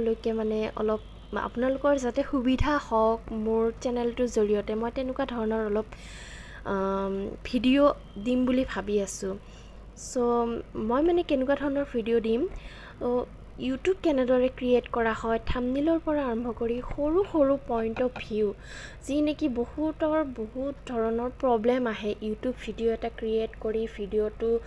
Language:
Assamese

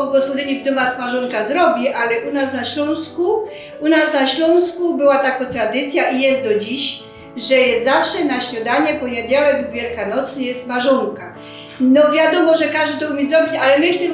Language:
Silesian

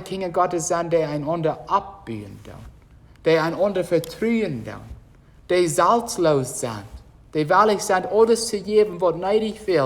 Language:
Plautdietsch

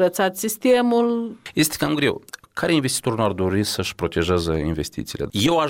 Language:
Romanian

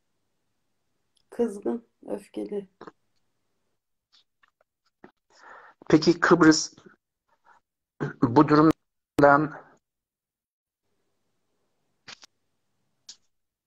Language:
Turkish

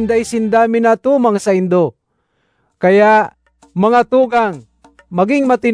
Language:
Bikol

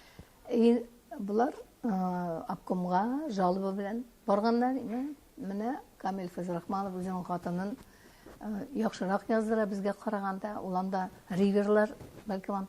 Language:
Tatar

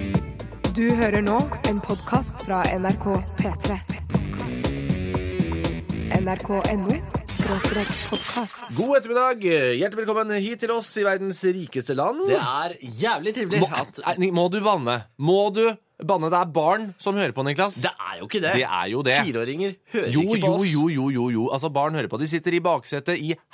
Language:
Norwegian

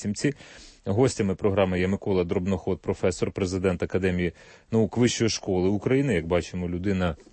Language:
Ukrainian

